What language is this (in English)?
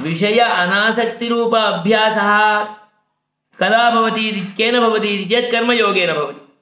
Sanskrit